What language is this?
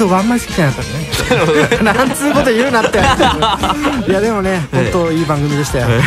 Japanese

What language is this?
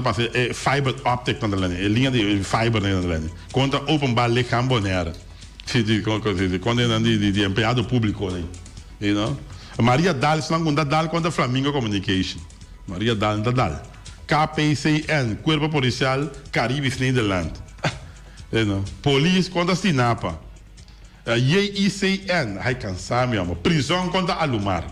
Papiamento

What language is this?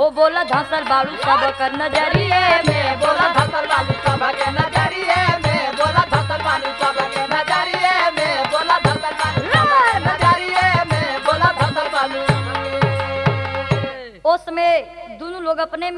Bhojpuri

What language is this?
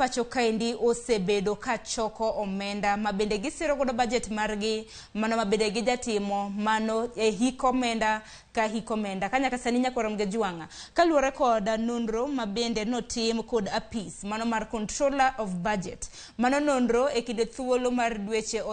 Luo (Kenya and Tanzania)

